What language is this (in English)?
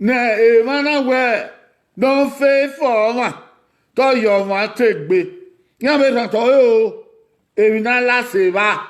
Bini